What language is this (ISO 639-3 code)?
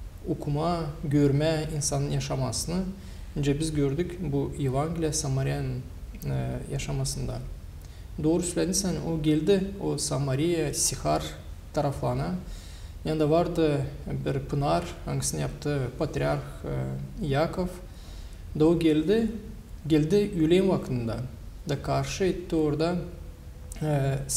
gag